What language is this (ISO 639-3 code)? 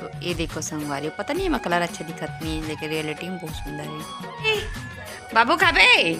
hne